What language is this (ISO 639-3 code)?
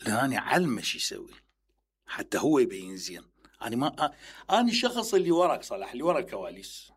acm